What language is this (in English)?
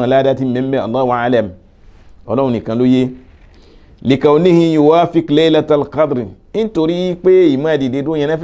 Yoruba